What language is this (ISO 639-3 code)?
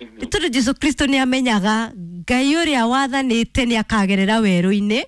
kik